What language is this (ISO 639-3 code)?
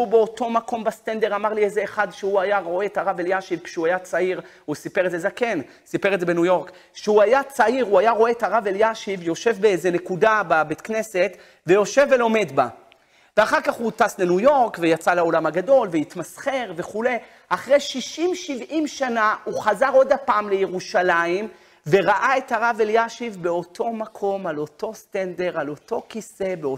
heb